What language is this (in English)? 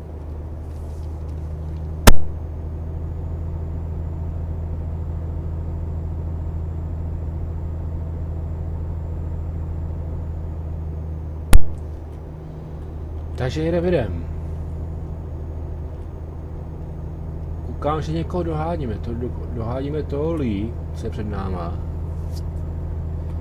Czech